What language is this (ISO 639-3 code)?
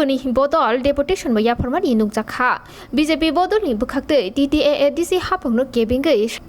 trp